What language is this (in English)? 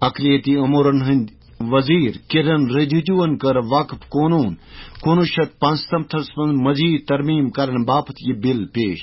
Kashmiri